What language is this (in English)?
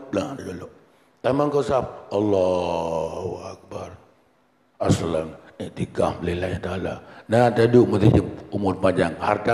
Achinese